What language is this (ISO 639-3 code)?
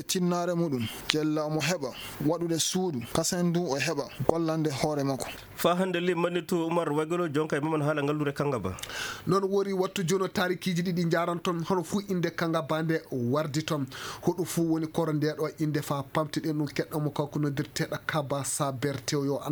ful